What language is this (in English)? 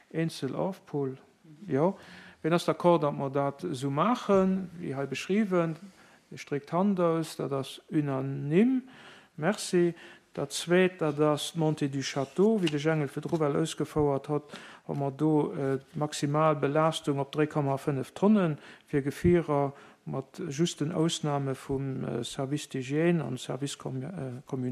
Luxembourgish